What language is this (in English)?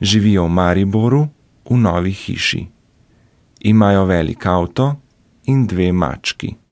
Slovenian